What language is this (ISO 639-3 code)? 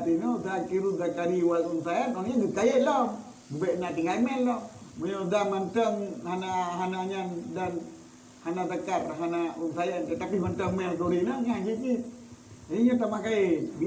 ace